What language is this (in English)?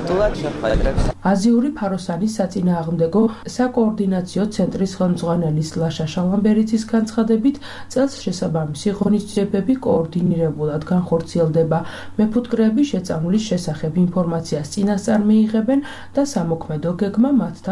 Georgian